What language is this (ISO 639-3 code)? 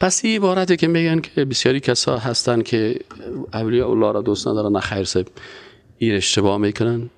fas